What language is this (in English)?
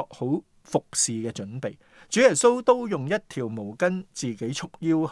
Cantonese